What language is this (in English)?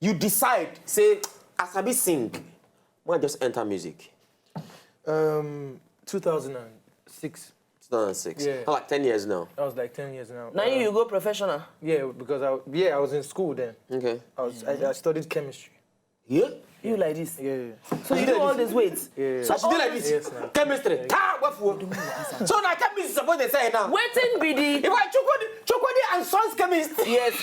Nigerian Pidgin